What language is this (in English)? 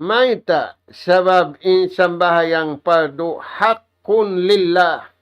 Tausug